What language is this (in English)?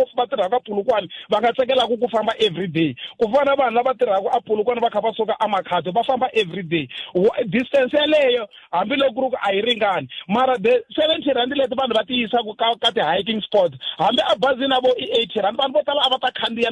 Tsonga